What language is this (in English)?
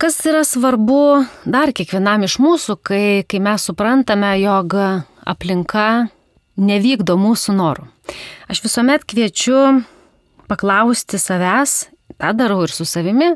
Lithuanian